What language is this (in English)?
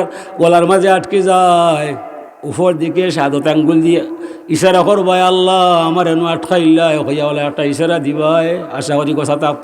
Sylheti